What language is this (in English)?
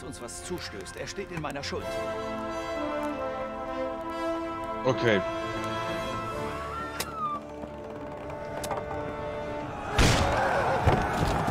German